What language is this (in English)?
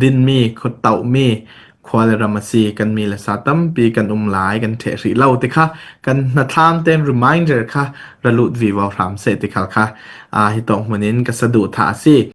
Falam Chin